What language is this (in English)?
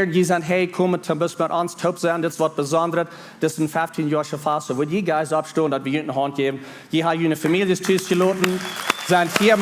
Plautdietsch